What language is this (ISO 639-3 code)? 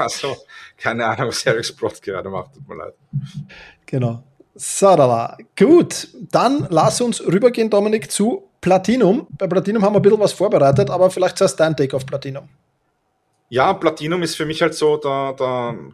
deu